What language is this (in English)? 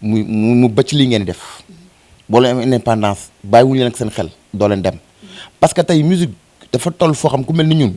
Wolof